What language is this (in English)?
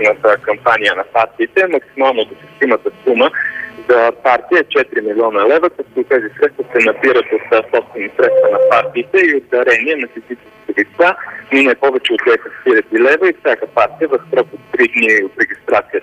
Bulgarian